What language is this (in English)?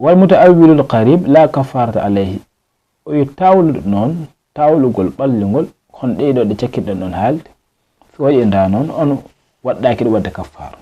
Fula